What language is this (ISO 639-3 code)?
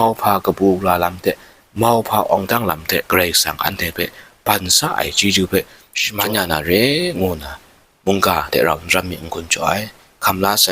kac